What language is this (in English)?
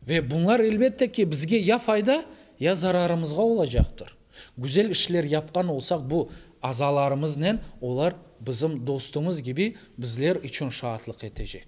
Crimean Tatar